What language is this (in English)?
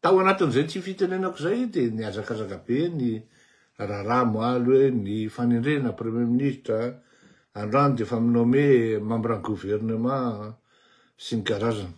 Malagasy